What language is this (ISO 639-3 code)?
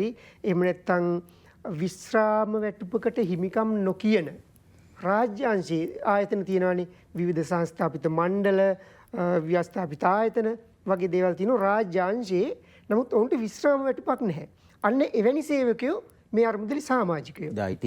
sin